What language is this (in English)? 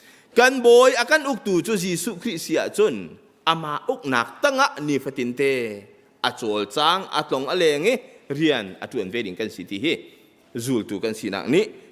Hakha Chin